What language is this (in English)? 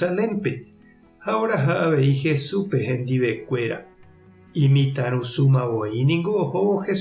Guarani